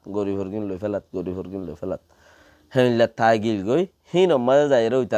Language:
Rohingya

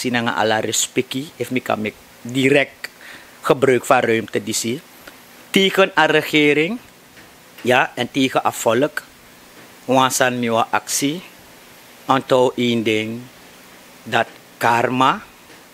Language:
Sranan Tongo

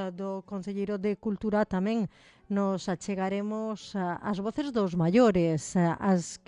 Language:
Galician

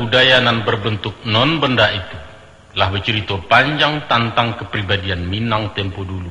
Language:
Minangkabau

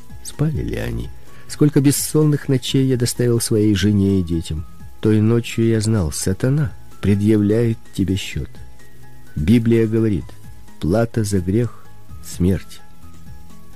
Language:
Russian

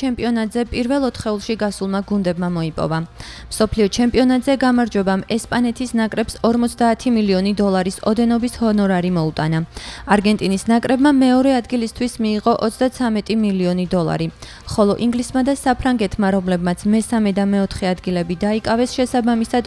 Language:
Georgian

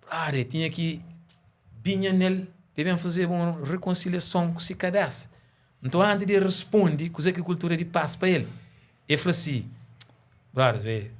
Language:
Kabuverdianu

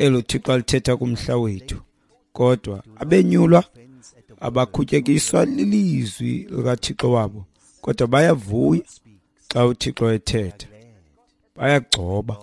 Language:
Xhosa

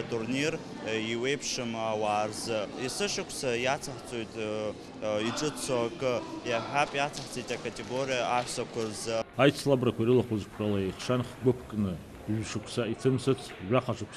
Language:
Abkhazian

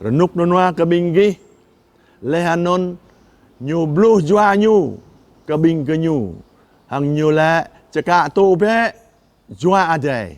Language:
Jarai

